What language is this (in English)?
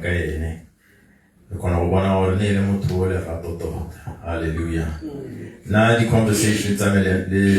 Tswana